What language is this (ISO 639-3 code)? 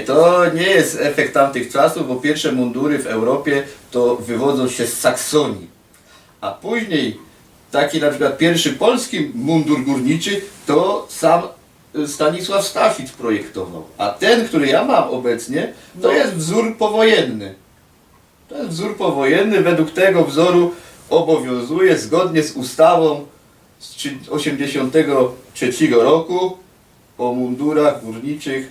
szl